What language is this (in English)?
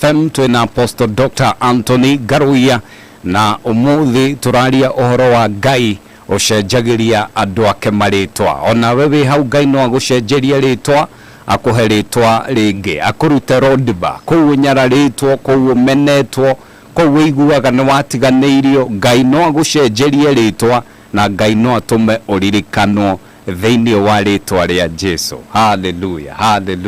Kikuyu